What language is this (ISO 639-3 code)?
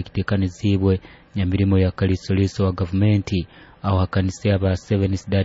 nyo